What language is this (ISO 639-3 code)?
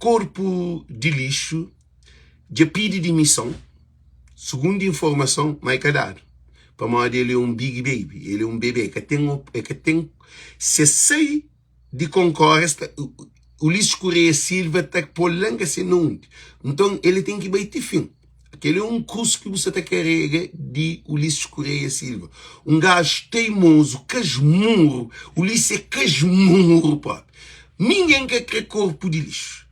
kea